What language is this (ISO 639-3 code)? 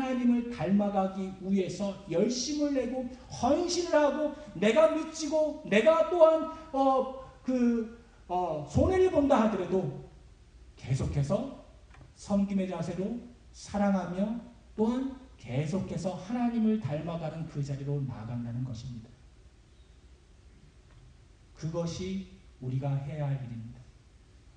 kor